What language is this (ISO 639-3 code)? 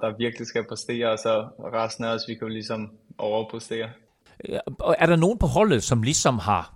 dan